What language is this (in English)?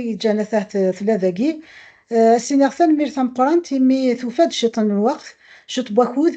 Kabyle